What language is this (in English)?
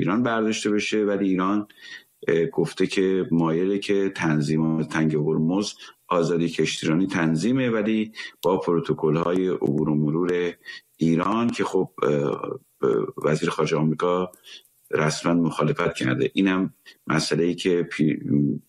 Persian